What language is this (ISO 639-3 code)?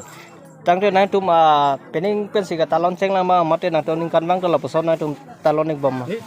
mjw